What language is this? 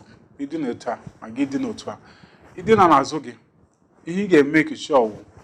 Igbo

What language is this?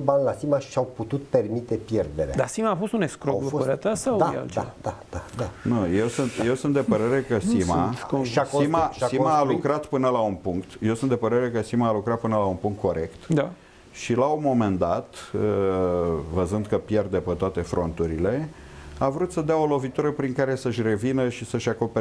Romanian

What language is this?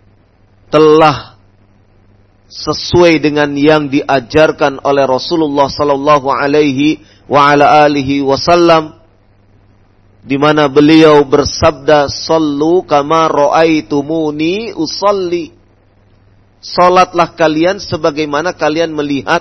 Indonesian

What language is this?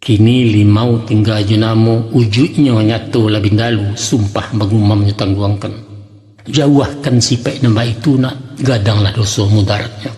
Minangkabau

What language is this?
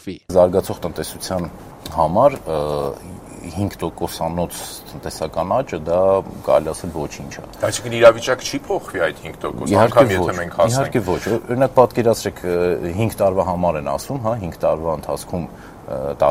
Armenian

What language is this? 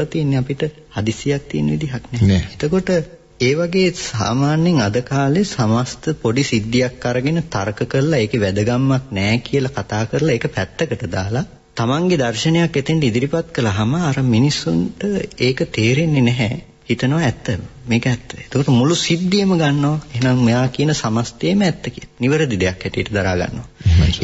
Sinhala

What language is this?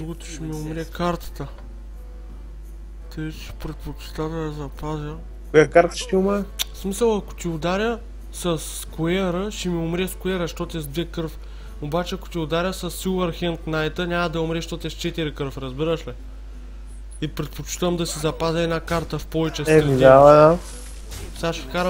Bulgarian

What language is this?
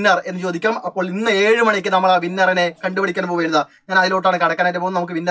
Malayalam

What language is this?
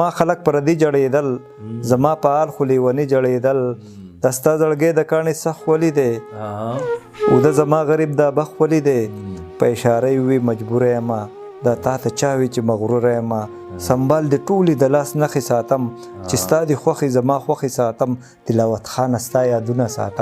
Pashto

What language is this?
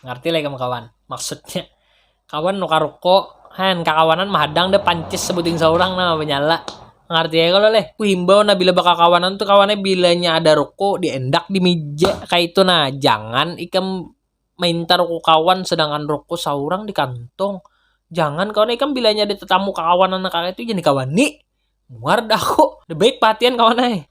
Banjar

